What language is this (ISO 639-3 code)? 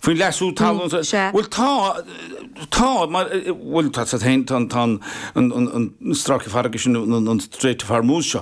gle